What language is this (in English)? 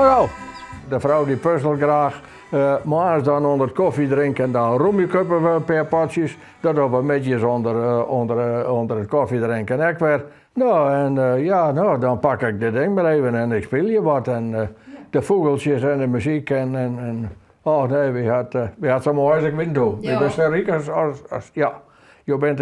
Western Frisian